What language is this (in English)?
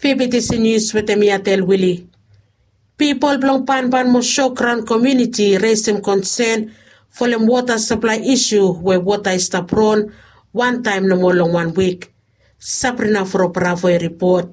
Bislama